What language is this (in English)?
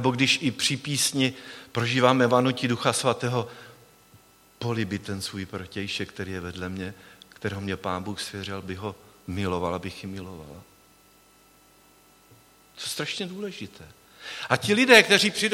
Czech